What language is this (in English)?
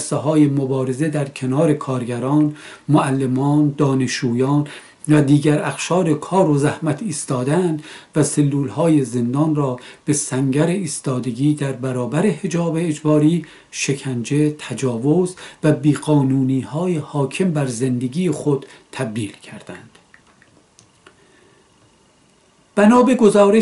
Persian